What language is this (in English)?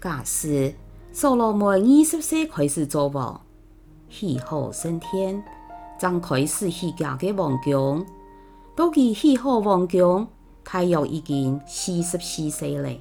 Hakka Chinese